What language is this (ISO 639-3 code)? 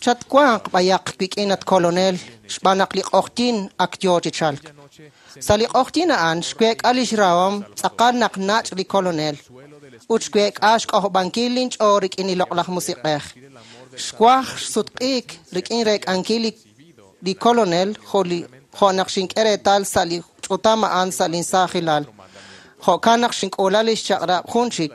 kek